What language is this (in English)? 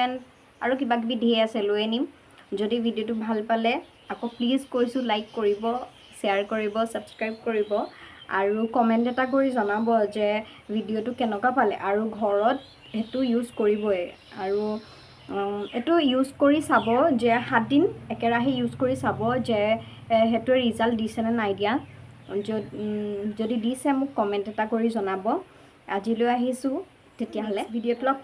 Assamese